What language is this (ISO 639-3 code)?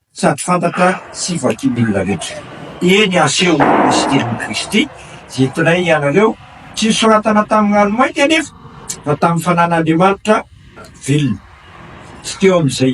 mlg